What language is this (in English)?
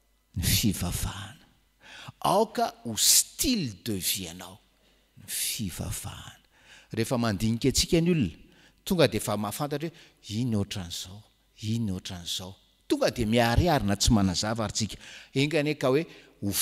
Malagasy